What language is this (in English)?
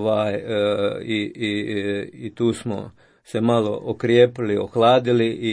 Croatian